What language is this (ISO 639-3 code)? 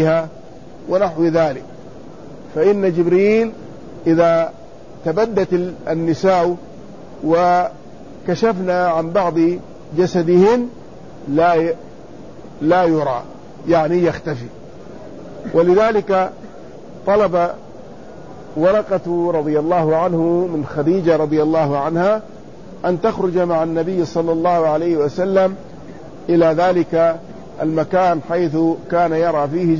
ara